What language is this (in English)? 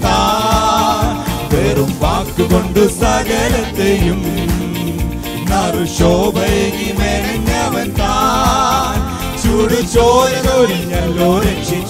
Malayalam